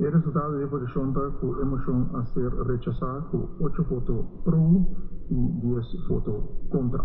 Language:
Papiamento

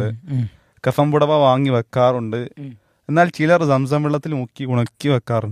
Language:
Malayalam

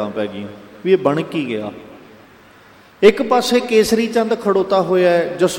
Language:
Punjabi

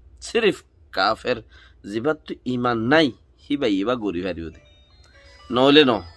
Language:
Rohingya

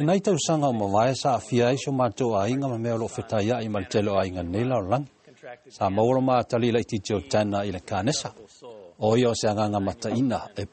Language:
Samoan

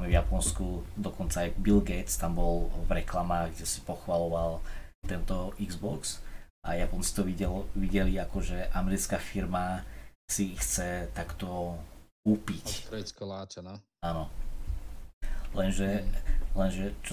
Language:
Slovak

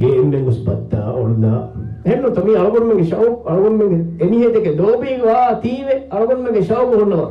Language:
Divehi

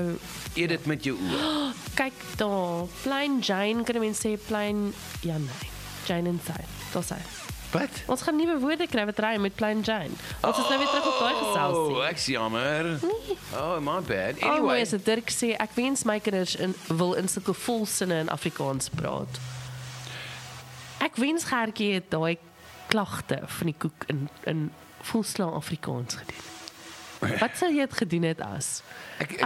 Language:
Afrikaans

